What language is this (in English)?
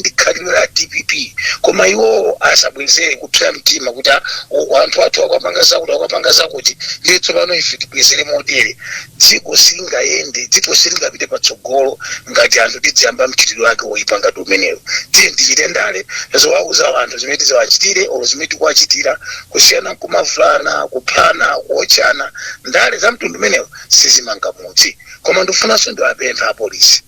Nyanja